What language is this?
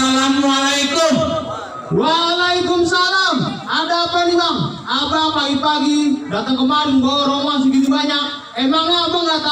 Betawi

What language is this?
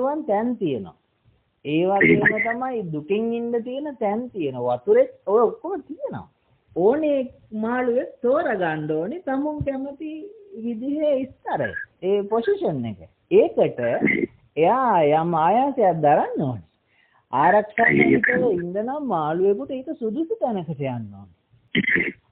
Sinhala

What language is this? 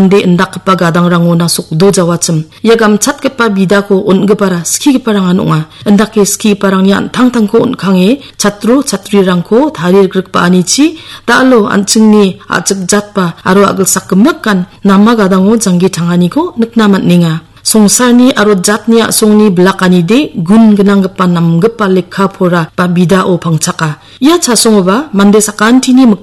Garo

